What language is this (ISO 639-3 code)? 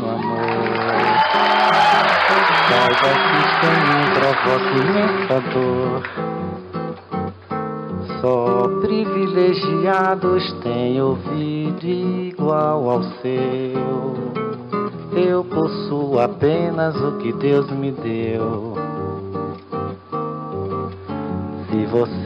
por